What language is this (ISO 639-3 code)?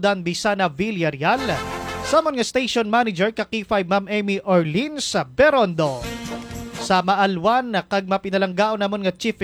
hil